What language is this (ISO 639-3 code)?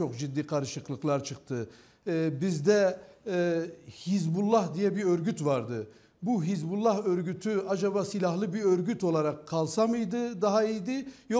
tur